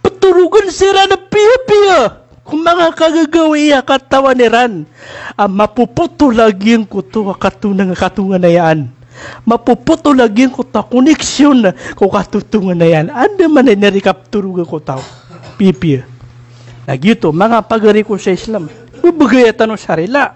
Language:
Maranao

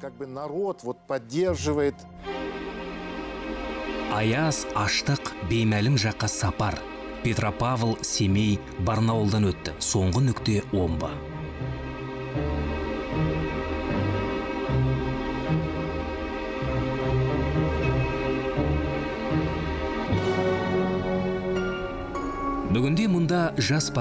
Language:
Kazakh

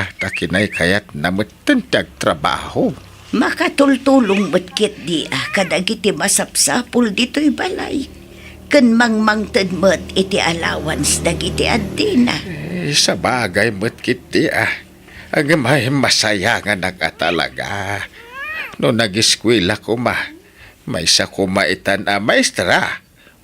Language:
Iloko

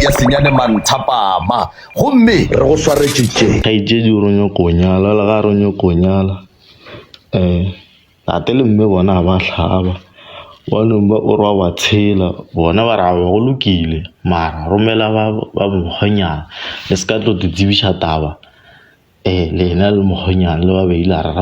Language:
Northern Sotho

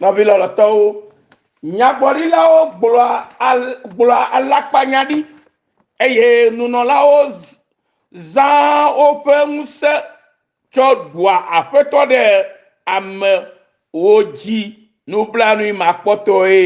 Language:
Ewe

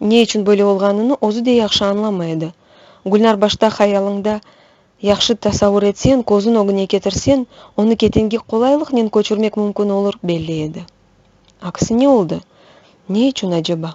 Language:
Crimean Tatar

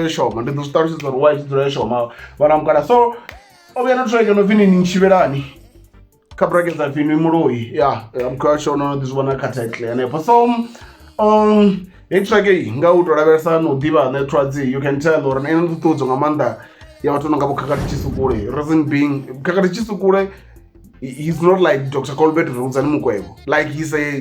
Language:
Venda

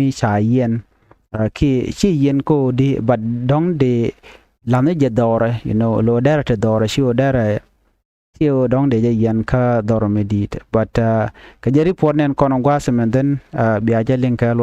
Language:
Nuer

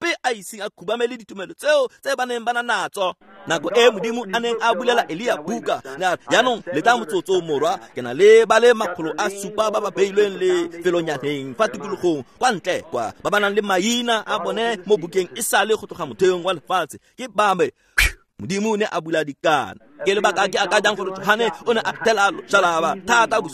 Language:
Tswana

